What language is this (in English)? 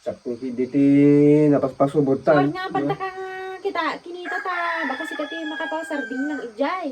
Iloko